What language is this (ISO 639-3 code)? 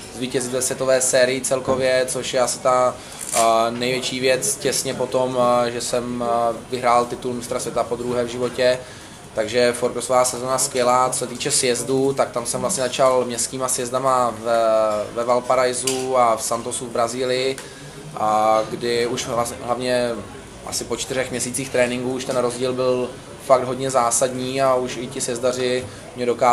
ces